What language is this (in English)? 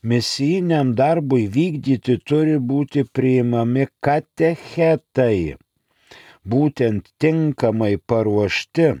Lithuanian